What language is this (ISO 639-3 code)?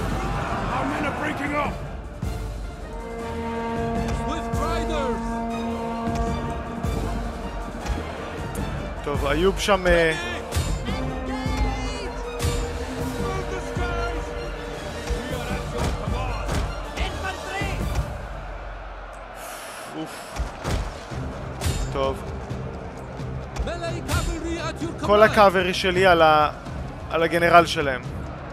heb